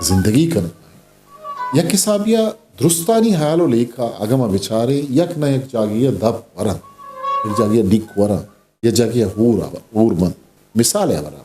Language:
Eastern Balochi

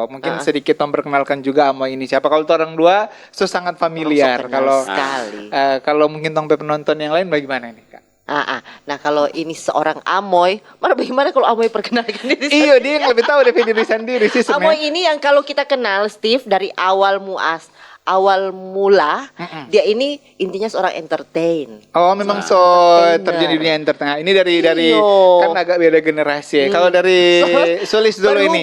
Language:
Manado Malay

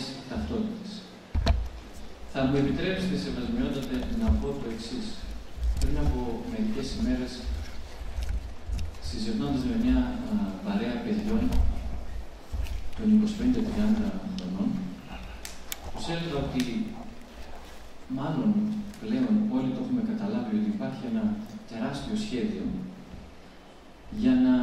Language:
Greek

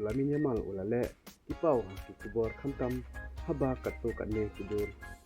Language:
Khasi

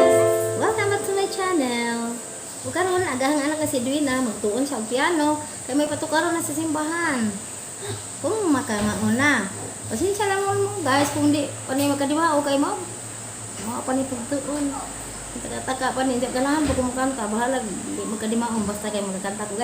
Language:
Cebuano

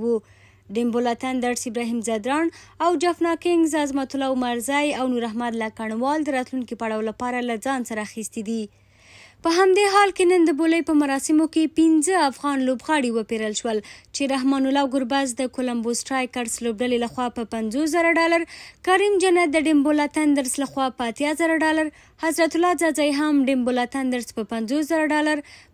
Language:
Pashto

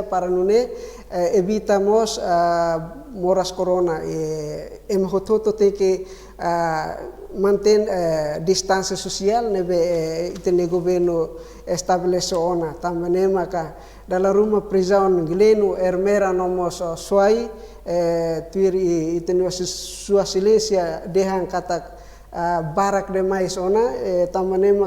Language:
Tetum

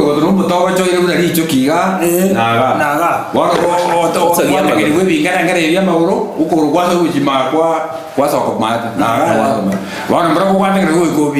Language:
Gusii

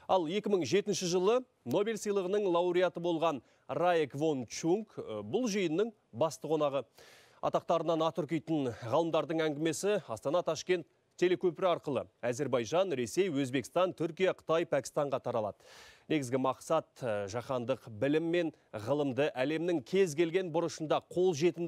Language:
Kazakh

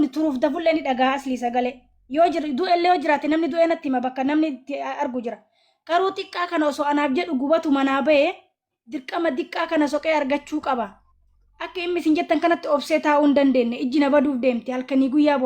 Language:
Oromo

